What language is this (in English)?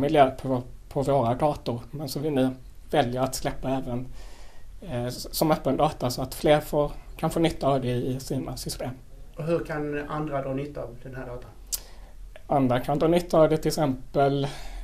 Swedish